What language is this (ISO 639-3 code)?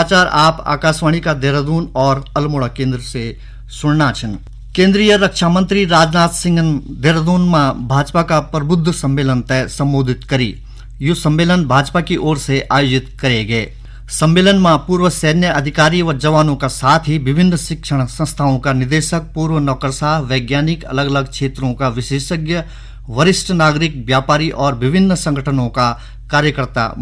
gbm